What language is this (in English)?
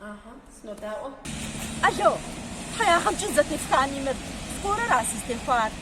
Kabardian